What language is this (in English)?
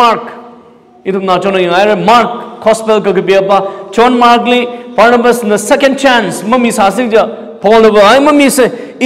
Tangkhul Naga (India)